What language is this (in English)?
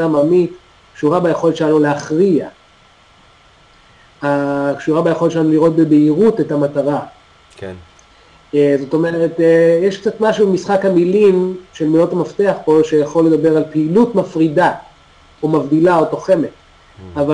Hebrew